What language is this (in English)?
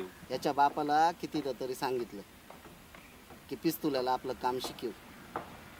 Marathi